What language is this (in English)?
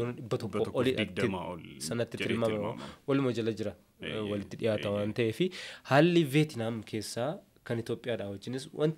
Oromo